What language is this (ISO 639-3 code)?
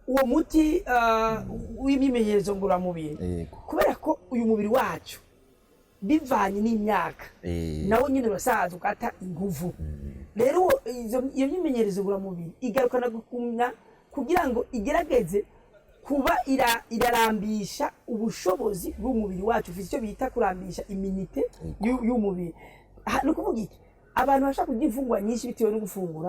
run